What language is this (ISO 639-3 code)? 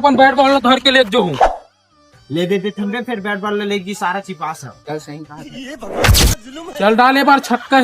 hne